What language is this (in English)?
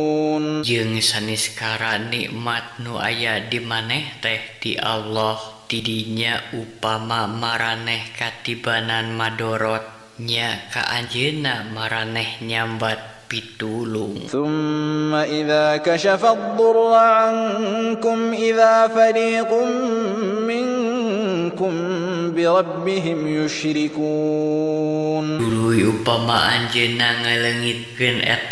Sundanese